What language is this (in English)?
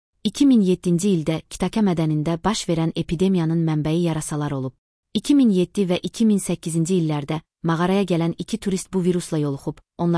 Azerbaijani